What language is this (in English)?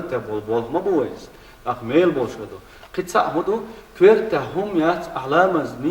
Chechen